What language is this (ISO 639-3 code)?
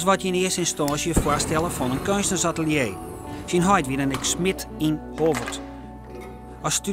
fry